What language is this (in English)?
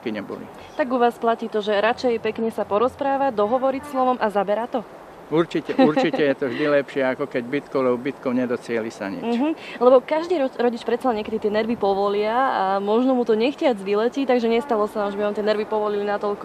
Slovak